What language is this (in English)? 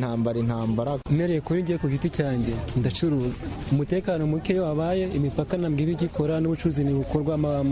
Kinyarwanda